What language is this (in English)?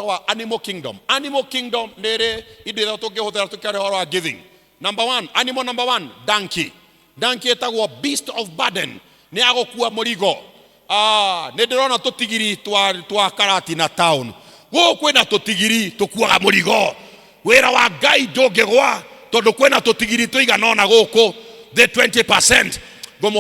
Kikuyu